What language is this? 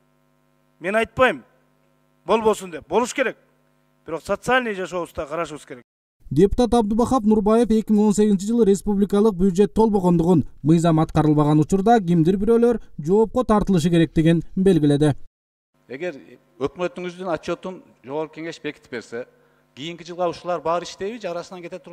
Kyrgyz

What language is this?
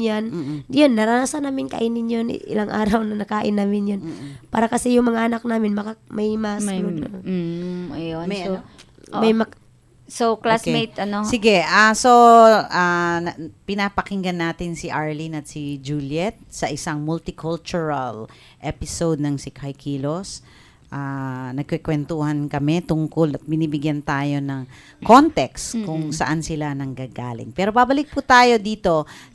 Filipino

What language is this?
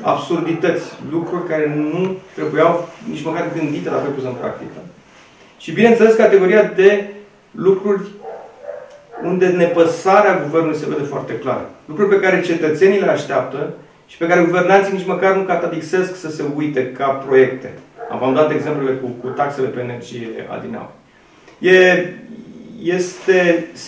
Romanian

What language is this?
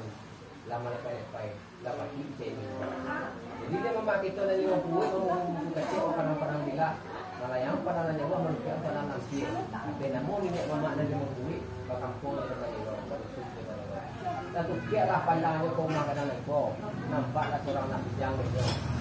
Minangkabau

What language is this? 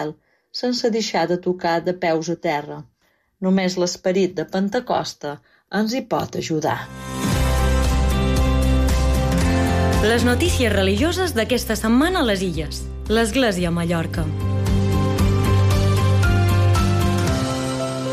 Catalan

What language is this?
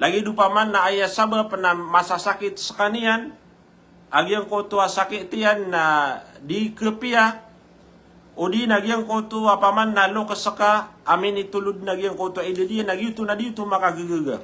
Maranao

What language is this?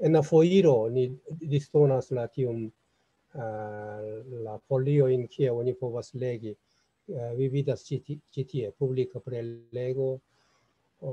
Esperanto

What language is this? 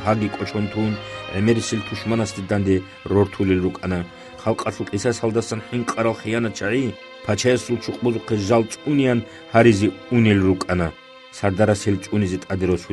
Avaric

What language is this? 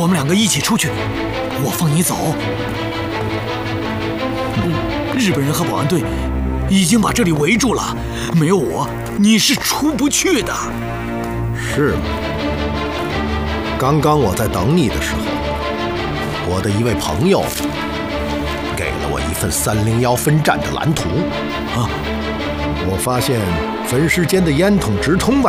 Chinese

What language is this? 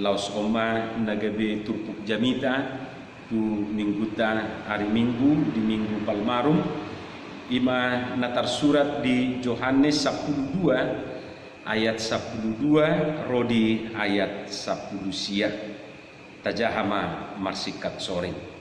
Batak Toba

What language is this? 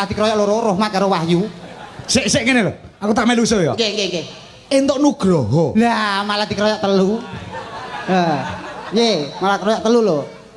Javanese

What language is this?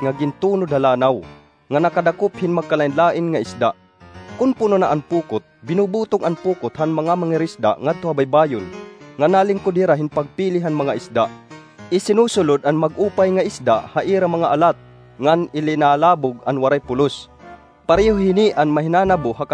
Waray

